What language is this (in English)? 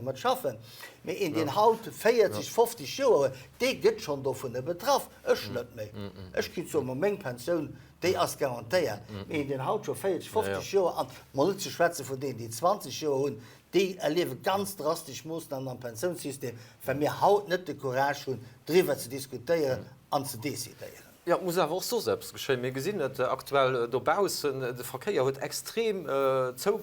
Luxembourgish